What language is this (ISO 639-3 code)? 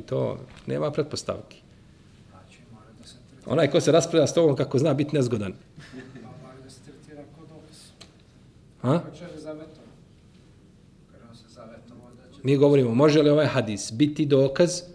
bos